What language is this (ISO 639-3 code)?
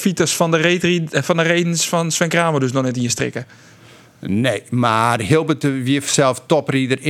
fry